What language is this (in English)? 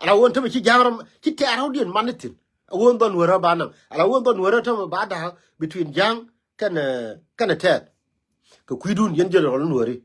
Nuer